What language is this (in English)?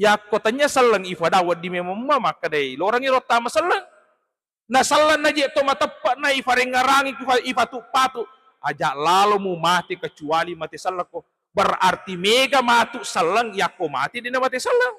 Buginese